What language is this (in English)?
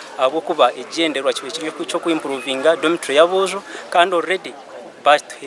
Nyankole